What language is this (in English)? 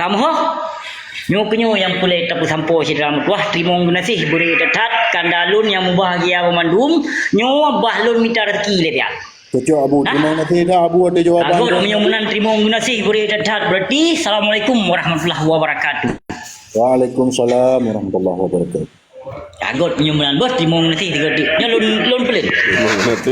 Achinese